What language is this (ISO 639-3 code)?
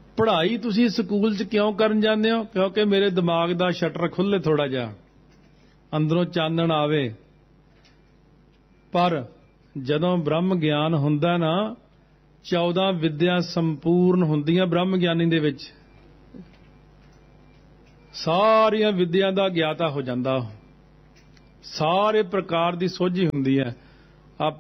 pan